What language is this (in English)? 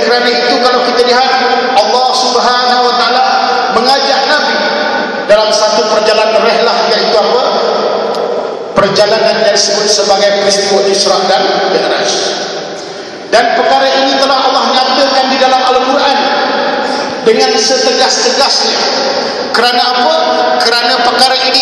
Malay